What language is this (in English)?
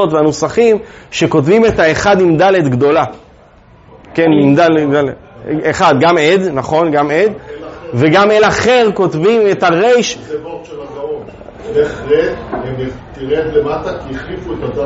Hebrew